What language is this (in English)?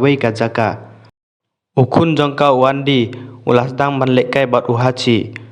Khasi